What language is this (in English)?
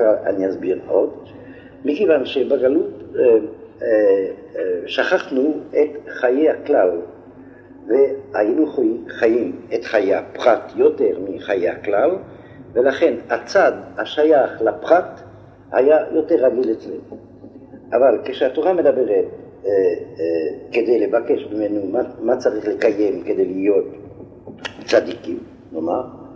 Hebrew